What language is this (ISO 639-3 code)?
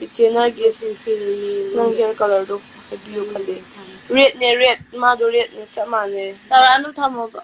mni